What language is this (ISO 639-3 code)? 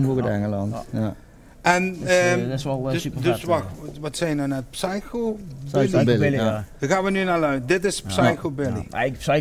lim